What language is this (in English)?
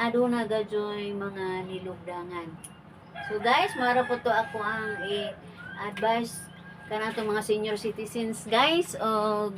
Cebuano